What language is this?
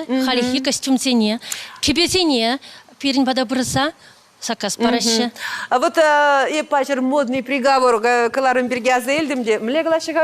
Chuvash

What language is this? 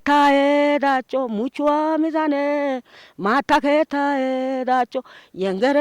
Wolaytta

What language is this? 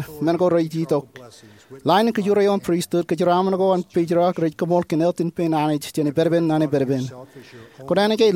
Marshallese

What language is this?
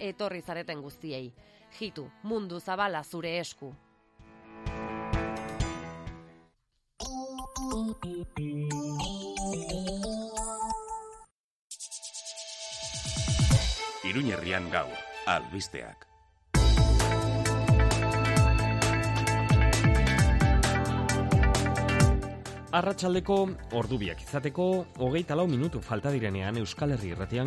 Basque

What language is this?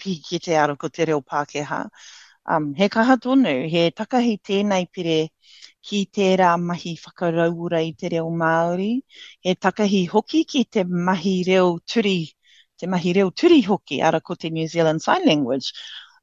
Māori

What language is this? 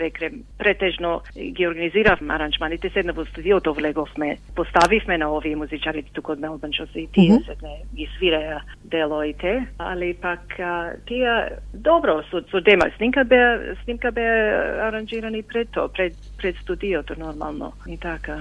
Macedonian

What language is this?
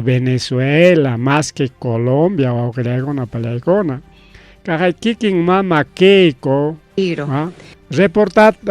Ayacucho Quechua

